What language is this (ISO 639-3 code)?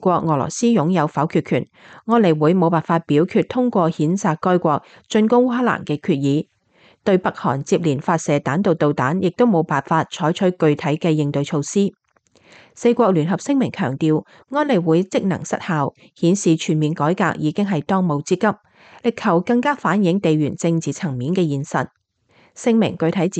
yue